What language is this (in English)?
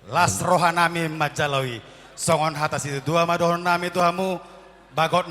Batak Toba